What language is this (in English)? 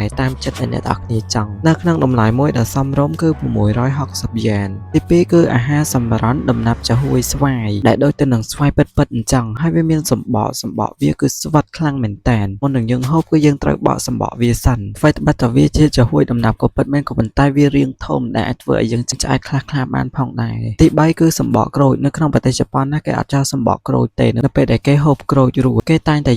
Khmer